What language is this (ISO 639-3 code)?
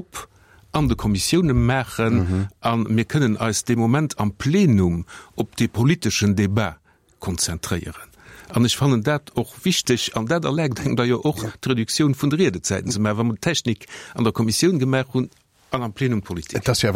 ltz